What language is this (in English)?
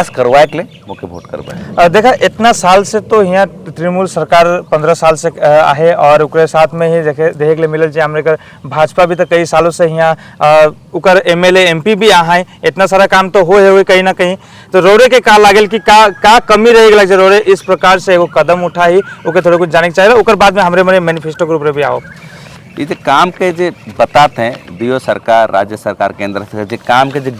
Sadri